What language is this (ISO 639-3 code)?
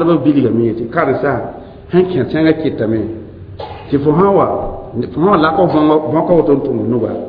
mos